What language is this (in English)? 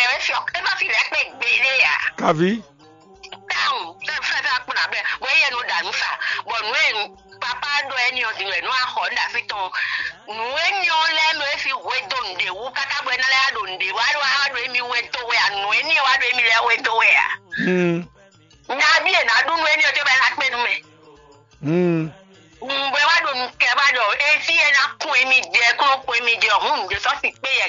Fon